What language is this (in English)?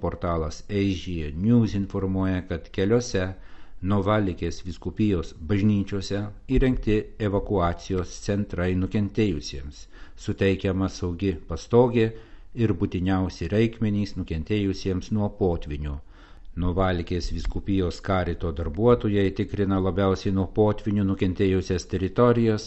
Lithuanian